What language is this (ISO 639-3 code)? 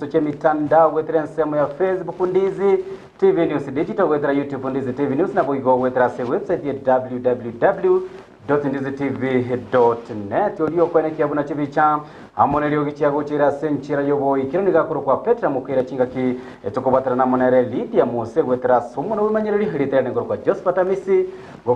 guz